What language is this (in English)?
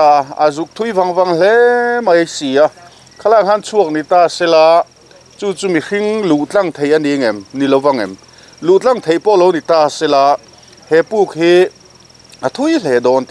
Mizo